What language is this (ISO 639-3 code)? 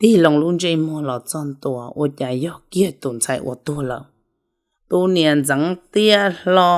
hmn